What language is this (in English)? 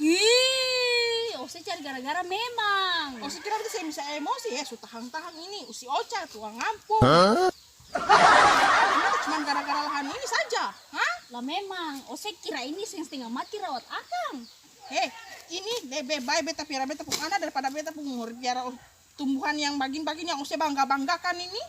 Ambonese Malay